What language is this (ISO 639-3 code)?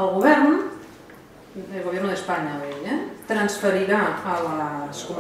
cat